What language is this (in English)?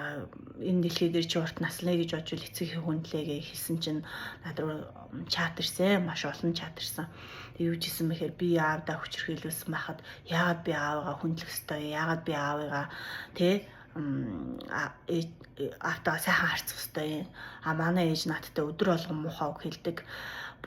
Mongolian